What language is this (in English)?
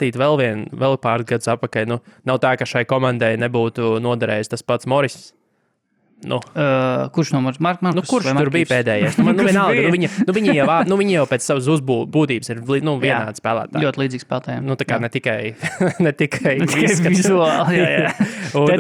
Latvian